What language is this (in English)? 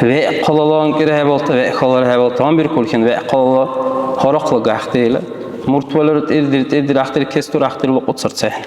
Dargwa